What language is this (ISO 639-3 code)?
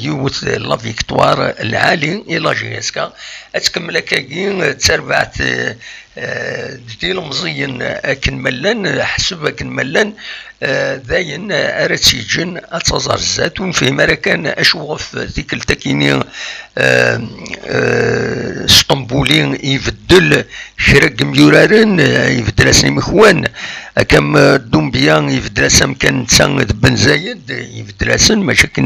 kab